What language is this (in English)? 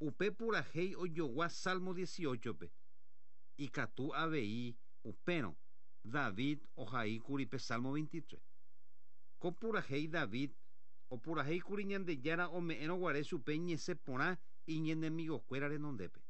Guarani